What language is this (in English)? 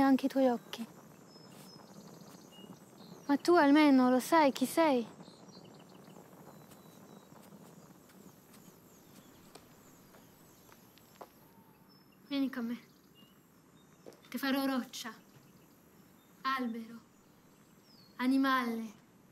Italian